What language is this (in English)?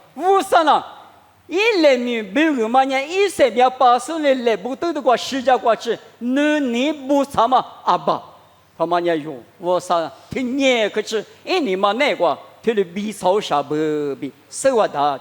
Lisu